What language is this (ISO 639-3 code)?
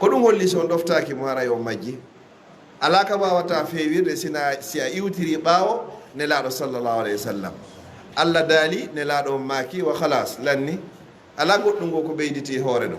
ful